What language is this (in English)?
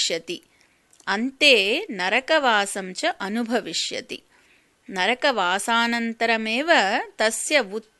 Sanskrit